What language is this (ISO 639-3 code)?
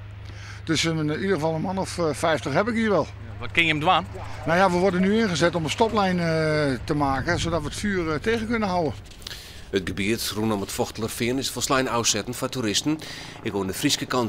fry